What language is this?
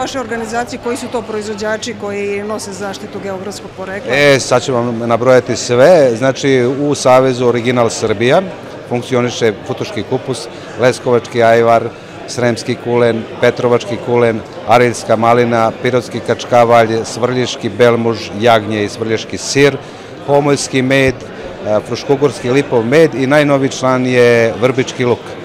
Serbian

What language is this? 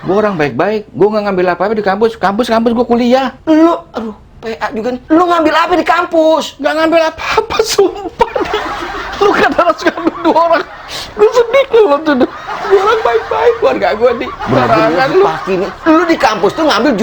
Betawi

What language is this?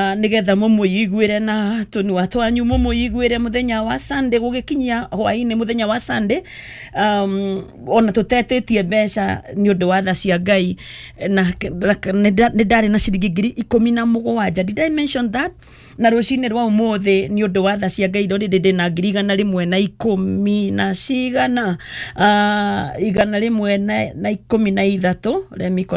Kikuyu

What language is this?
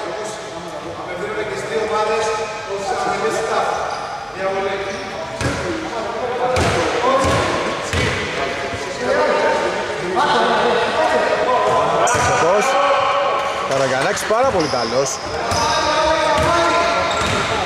Greek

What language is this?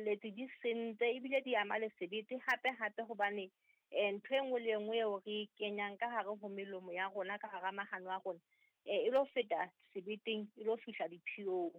Southern Sotho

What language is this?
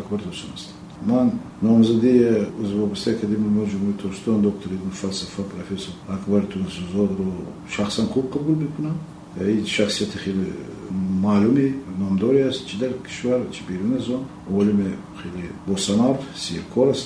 Tajik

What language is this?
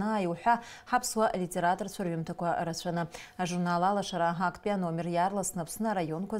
Abkhazian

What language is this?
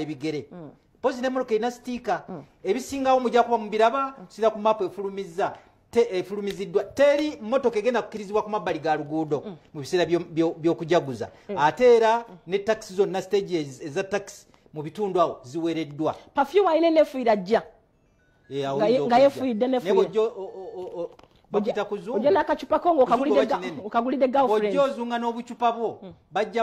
Ganda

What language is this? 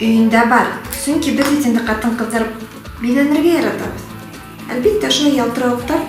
Bashkir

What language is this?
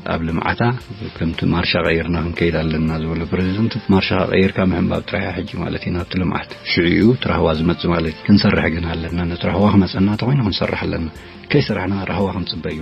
Tigrinya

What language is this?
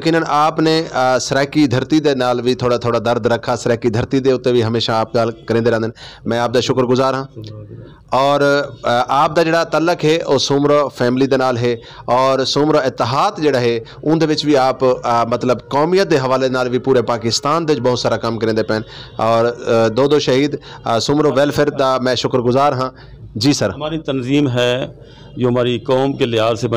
Saraiki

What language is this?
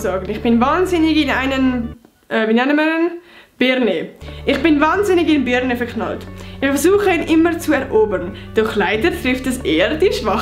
Swiss German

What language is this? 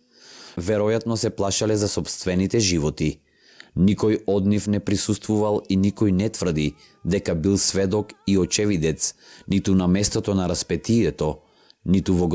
Macedonian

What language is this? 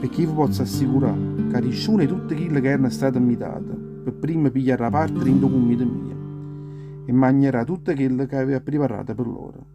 Neapolitan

